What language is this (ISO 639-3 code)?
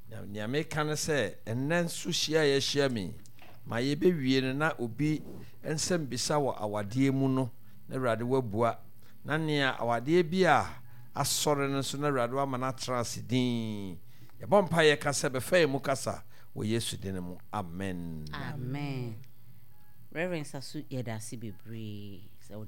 aka